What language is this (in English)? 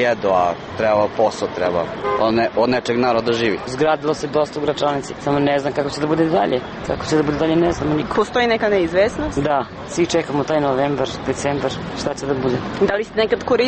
Serbian